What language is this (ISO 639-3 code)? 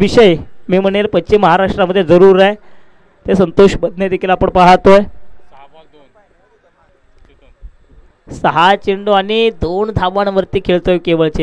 mar